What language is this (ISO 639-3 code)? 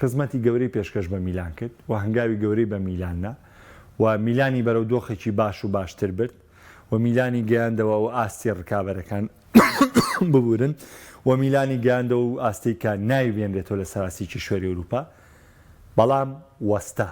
ckb